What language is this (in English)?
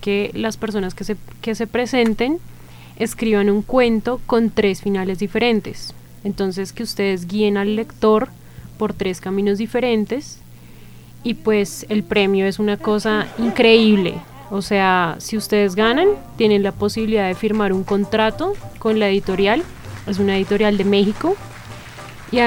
Spanish